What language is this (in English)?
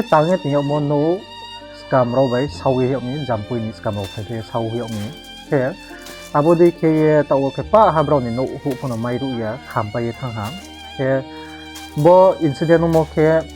Riang (India)